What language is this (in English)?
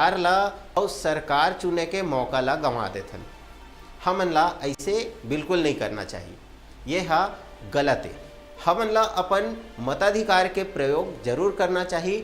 Chhattisgarhi